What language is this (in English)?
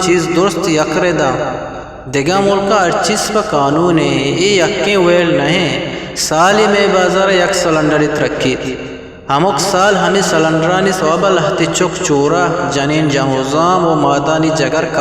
Eastern Balochi